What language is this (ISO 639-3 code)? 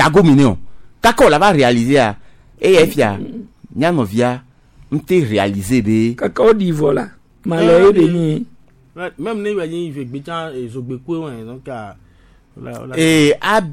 gej